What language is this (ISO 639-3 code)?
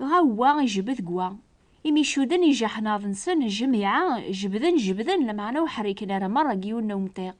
kab